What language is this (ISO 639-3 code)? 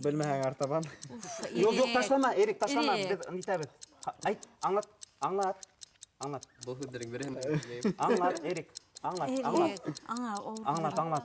bak